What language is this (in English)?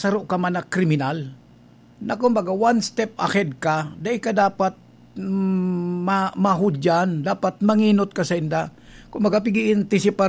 Bikol